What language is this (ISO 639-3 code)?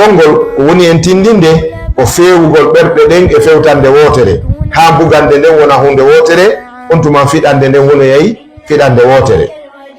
ful